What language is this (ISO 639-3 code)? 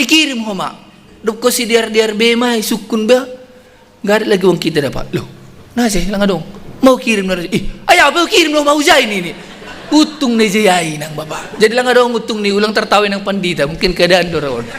bts